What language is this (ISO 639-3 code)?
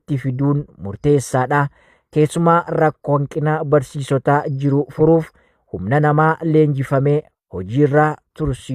orm